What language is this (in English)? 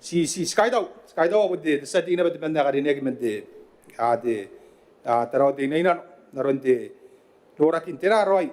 Gilbertese